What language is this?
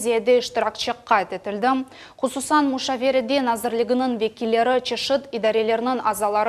Crimean Tatar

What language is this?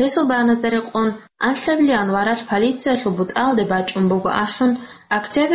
Avaric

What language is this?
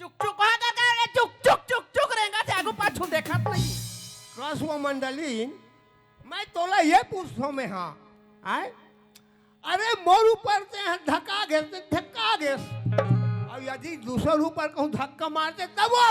Chhattisgarhi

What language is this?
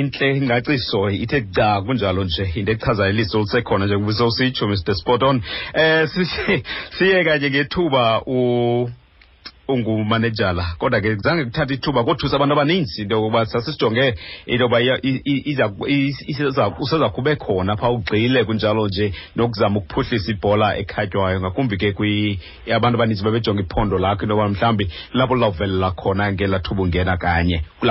Xhosa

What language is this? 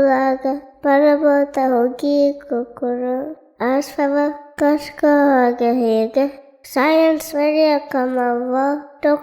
Divehi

